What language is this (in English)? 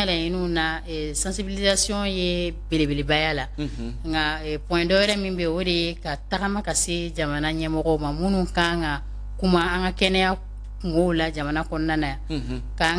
Bambara